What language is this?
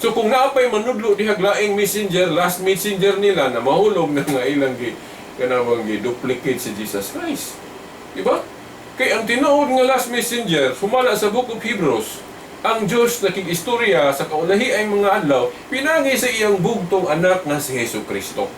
Cebuano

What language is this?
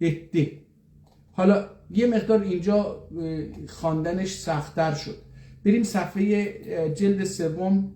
South Azerbaijani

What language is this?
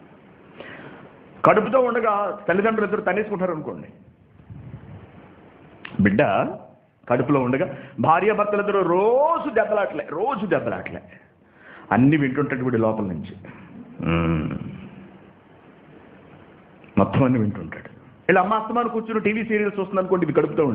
Telugu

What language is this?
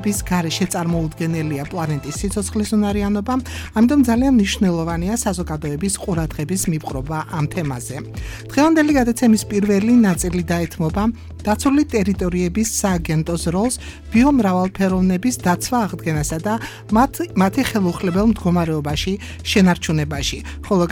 Georgian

